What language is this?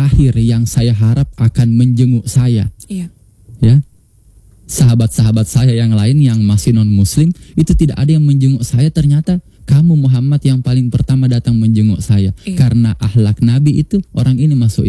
Indonesian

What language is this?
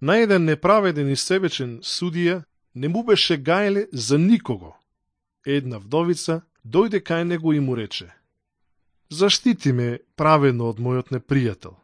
Macedonian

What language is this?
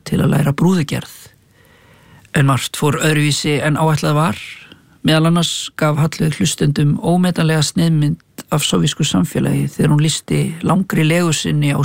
Icelandic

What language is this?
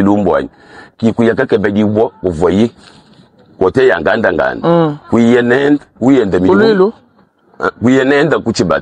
Luba-Lulua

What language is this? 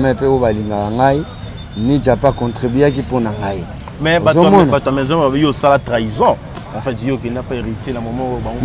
Lingala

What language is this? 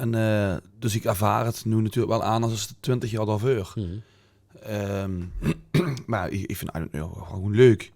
Limburgish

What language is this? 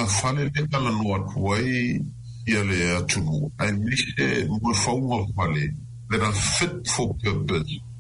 Samoan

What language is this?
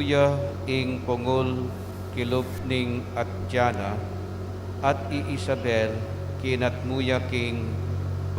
Pampanga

